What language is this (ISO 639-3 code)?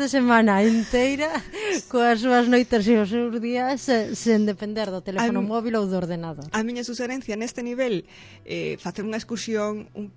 glg